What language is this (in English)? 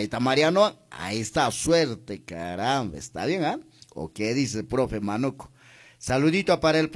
Quechua